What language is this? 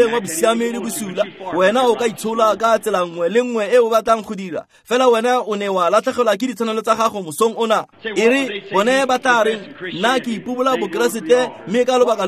Tswana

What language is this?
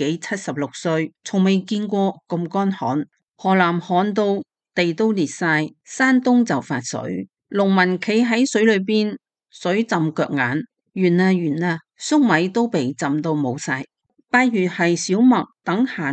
Cantonese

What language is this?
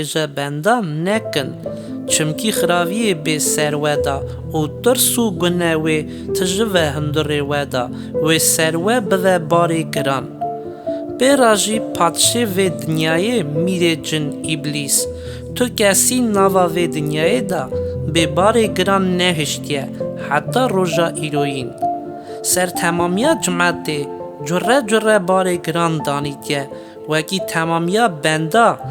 Kurdish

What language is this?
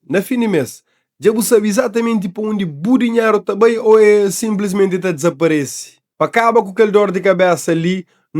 Kabuverdianu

